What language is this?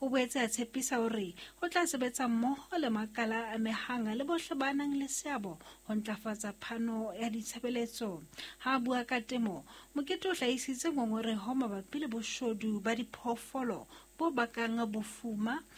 Southern Sotho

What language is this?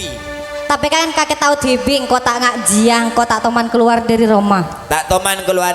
Madurese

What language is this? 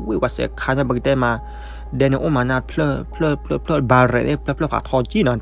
S'gaw Karen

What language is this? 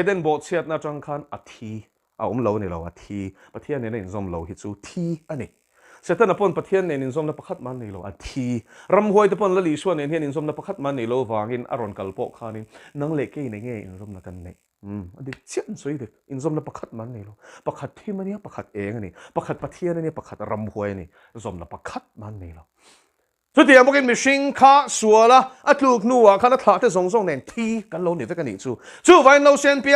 Mizo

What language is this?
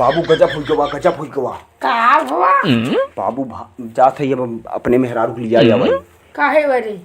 Awadhi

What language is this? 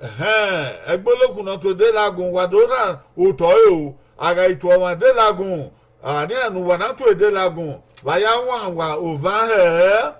Bini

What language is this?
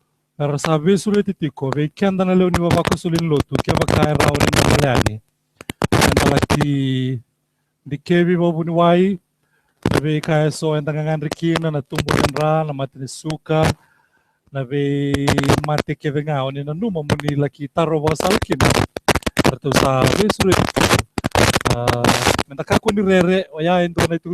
Fijian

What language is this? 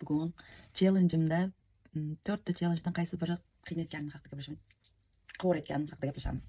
Uzbek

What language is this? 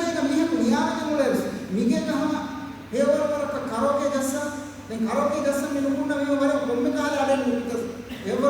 Divehi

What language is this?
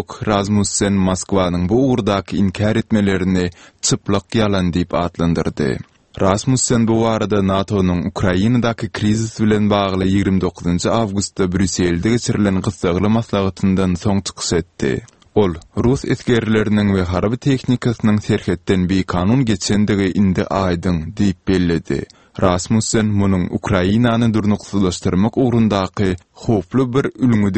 Turkmen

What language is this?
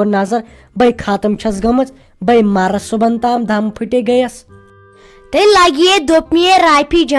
Kashmiri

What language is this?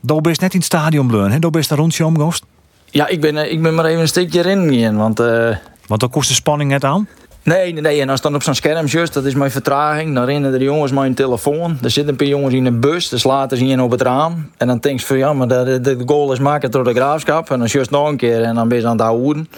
Western Frisian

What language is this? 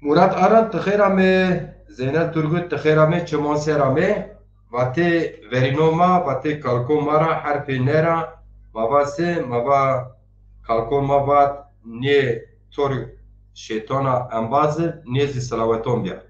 Zaza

